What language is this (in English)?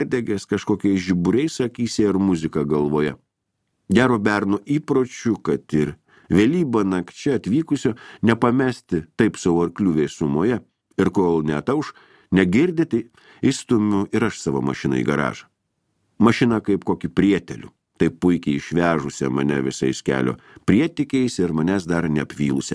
Lithuanian